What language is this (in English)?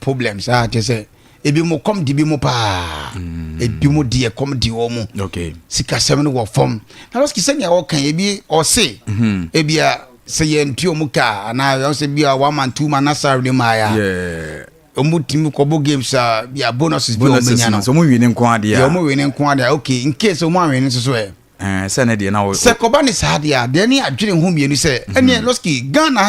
Akan